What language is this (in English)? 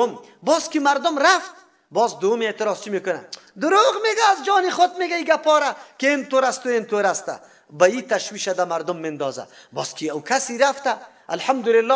Persian